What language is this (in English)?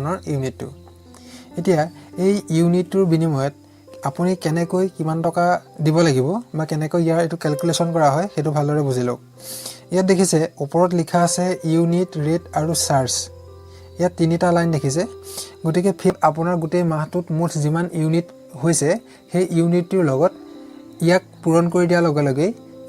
Assamese